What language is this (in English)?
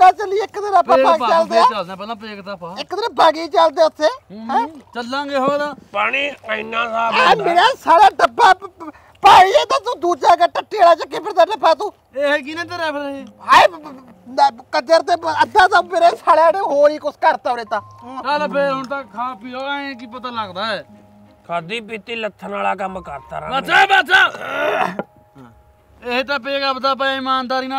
Punjabi